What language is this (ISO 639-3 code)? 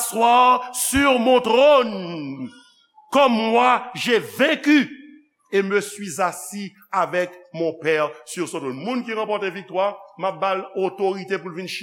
hat